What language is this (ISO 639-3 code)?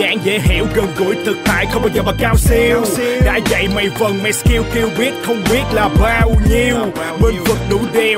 vie